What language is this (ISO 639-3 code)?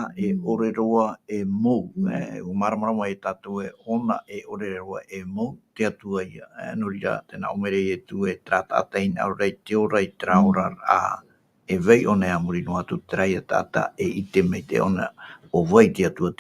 tah